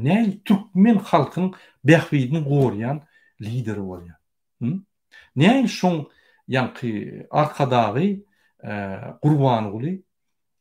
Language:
Turkmen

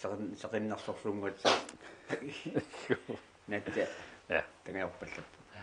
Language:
Kalaallisut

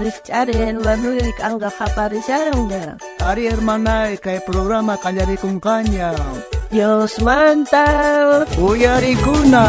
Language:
South Bolivian Quechua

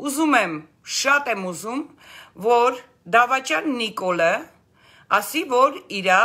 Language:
Armenian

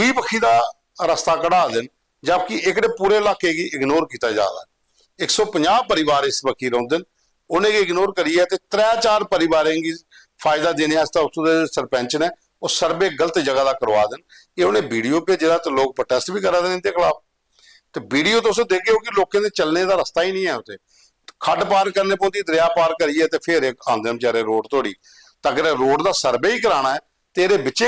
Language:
Dogri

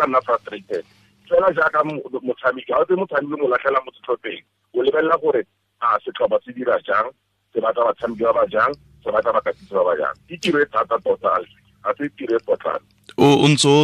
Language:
Tswana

